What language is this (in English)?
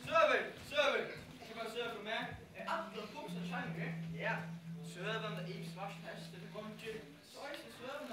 Faroese